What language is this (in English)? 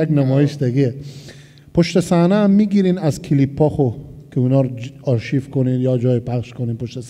Persian